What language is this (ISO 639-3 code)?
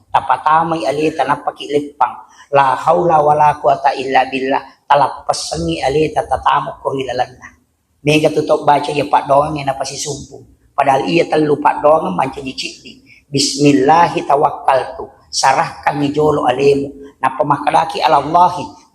bug